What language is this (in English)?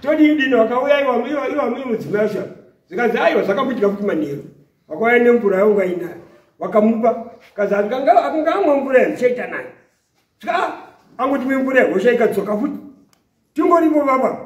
Shona